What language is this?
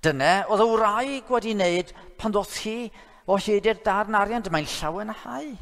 Welsh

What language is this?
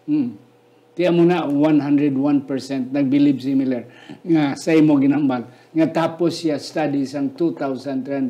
Hiligaynon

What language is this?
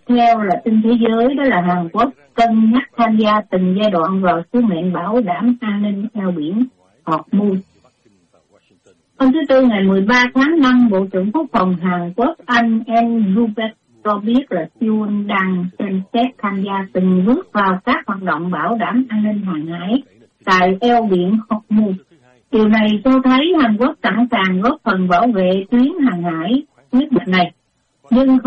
Vietnamese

